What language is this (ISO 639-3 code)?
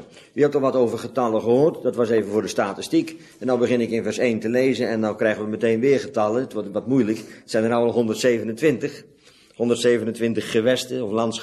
nld